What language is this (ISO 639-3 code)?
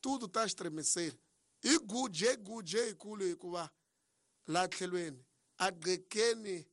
tso